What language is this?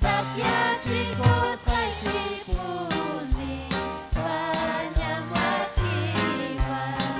Ayacucho Quechua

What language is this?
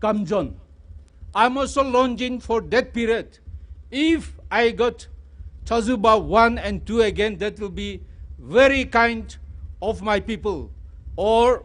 Tangkhul Naga (India)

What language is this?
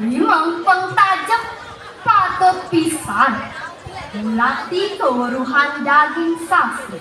Balinese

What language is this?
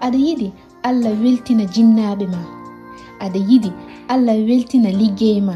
Fula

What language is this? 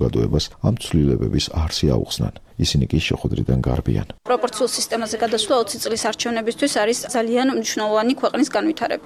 Georgian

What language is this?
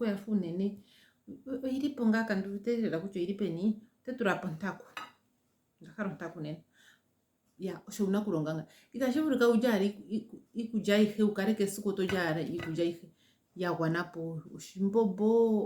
Ndonga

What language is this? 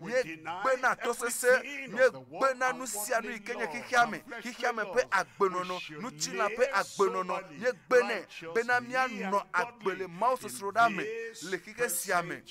Ewe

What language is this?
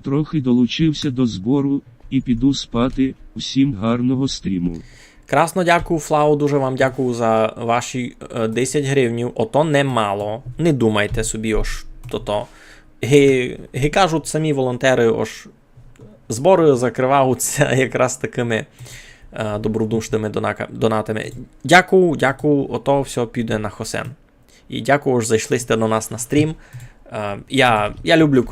Rusyn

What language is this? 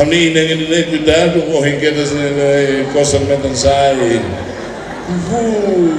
Tetum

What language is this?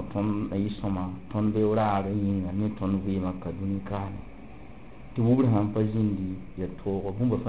Mossi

